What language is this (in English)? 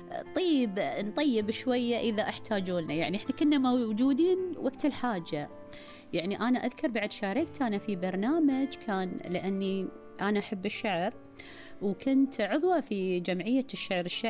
Gulf Arabic